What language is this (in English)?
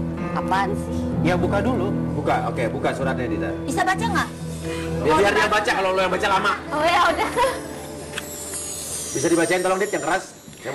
Indonesian